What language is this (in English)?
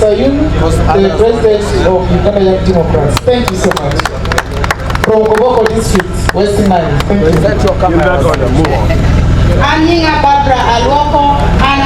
Acoli